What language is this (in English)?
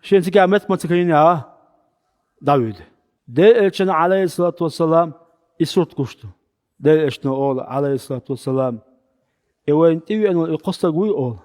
Chechen